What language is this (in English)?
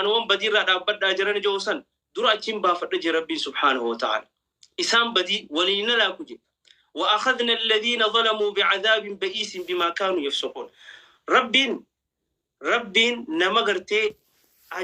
Oromo